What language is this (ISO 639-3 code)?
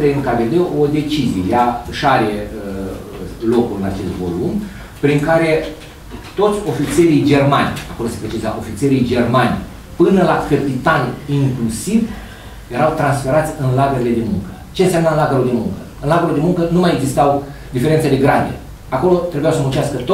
ron